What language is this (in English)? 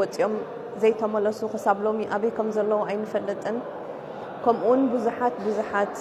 Tigrinya